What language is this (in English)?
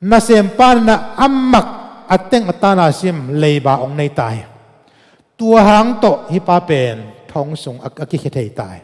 Tedim Chin